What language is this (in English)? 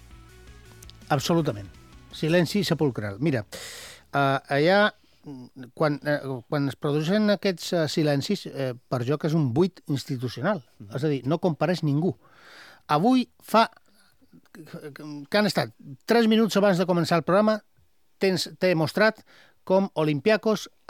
Catalan